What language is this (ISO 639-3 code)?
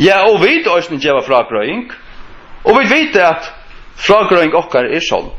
fao